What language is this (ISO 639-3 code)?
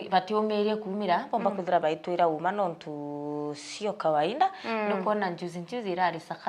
mer